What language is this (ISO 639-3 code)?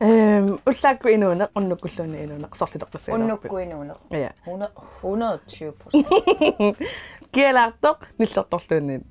kal